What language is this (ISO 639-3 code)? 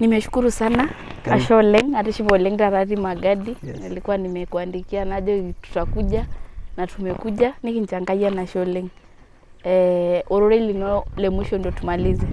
mas